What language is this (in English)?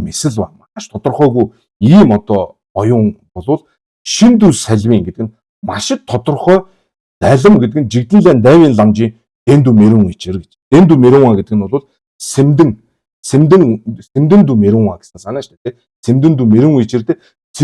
Mongolian